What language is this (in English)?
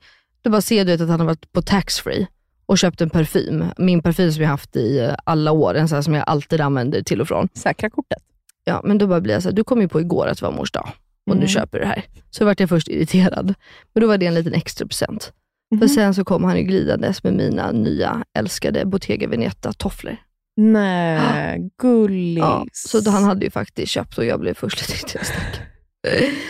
Swedish